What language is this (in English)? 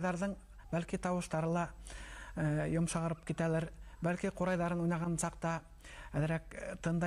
Bashkir